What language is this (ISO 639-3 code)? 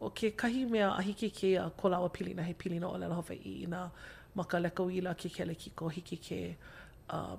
haw